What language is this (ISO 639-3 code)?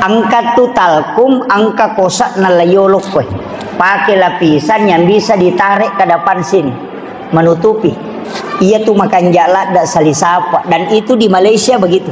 bug